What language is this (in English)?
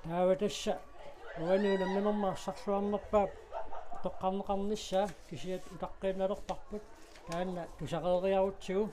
Kalaallisut